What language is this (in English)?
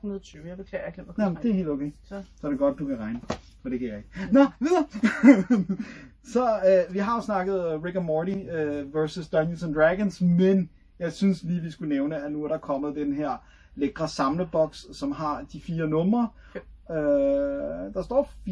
Danish